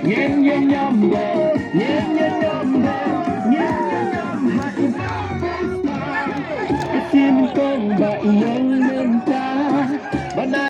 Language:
Khasi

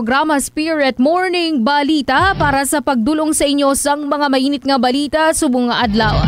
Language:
Hiligaynon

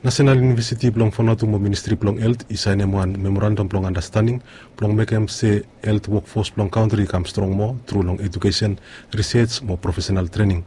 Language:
Bislama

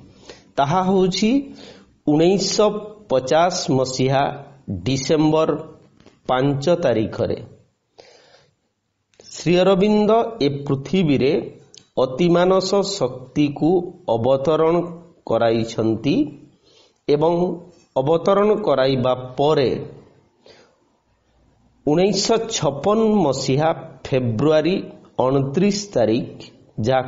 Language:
Odia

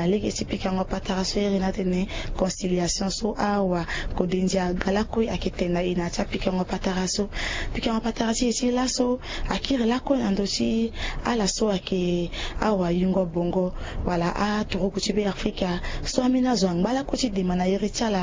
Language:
Sango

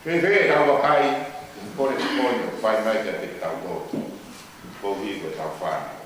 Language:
Tongan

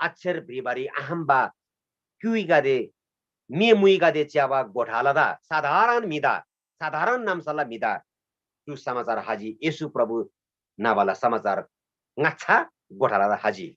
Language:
Eastern Tamang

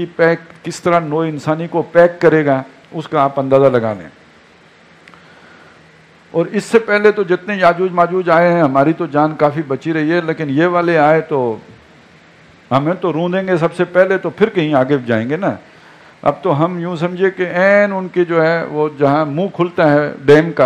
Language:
Urdu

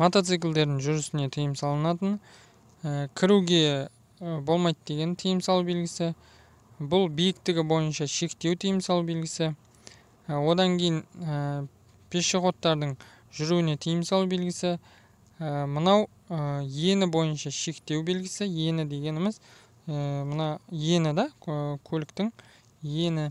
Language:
Kazakh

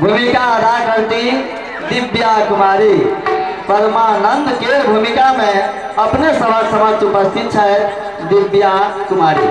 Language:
Maithili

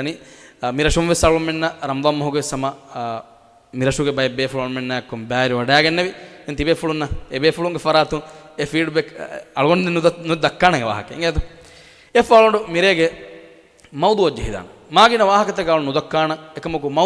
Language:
Divehi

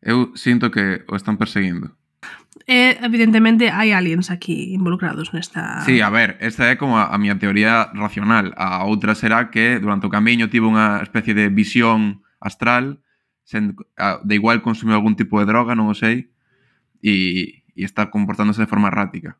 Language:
Galician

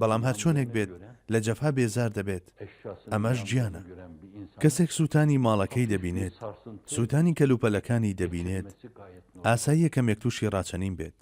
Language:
Central Kurdish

